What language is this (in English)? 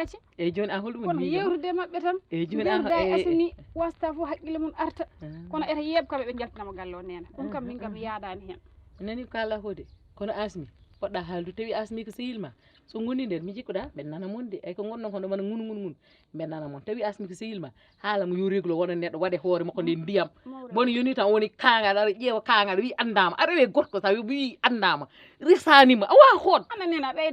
Fula